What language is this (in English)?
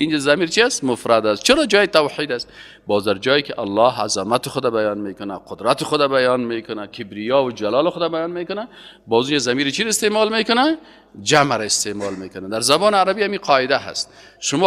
Persian